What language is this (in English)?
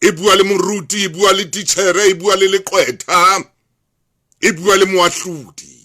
Southern Sotho